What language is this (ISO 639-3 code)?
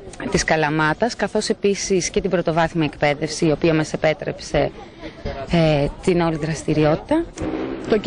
ell